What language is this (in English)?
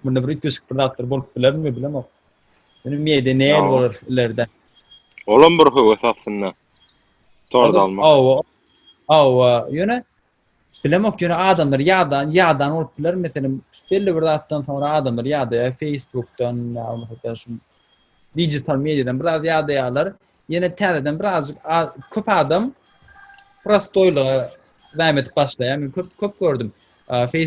Turkmen